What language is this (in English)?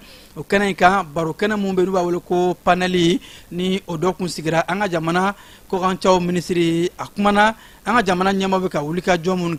Bambara